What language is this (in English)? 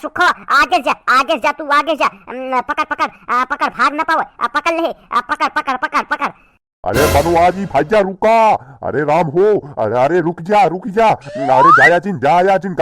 Awadhi